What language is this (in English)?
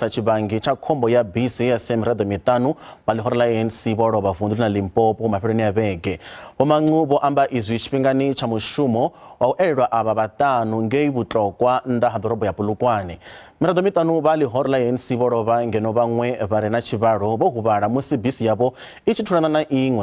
Venda